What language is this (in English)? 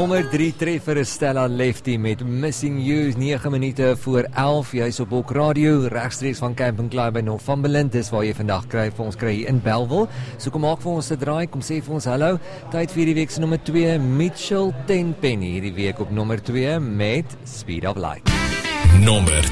Afrikaans